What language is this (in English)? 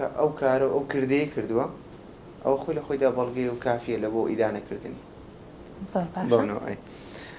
Central Kurdish